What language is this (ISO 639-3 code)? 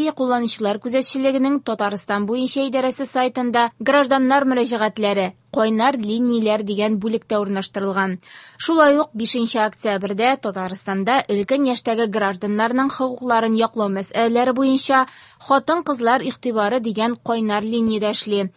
tat